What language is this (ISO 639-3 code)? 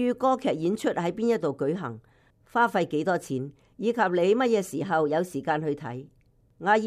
yue